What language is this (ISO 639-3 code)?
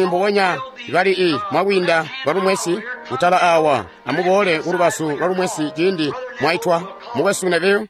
toi